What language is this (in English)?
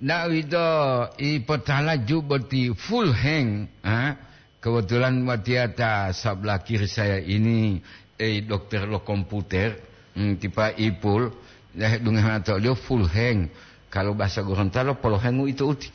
Gorontalo